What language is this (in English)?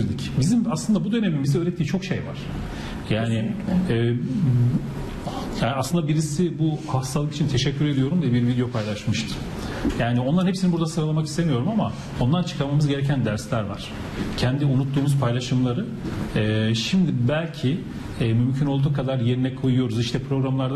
Turkish